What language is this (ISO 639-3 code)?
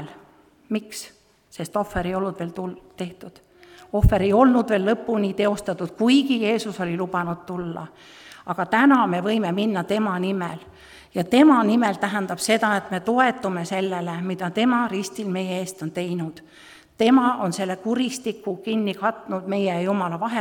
est